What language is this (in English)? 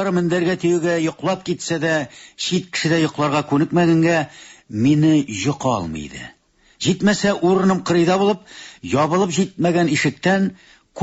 Tatar